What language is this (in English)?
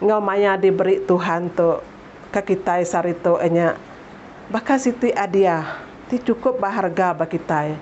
Iban